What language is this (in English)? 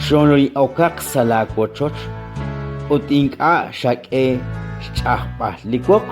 Kekchí